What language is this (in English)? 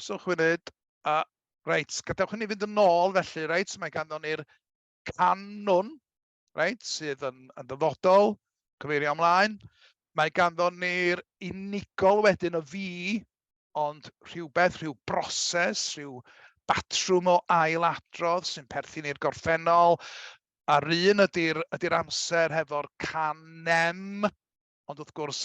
Welsh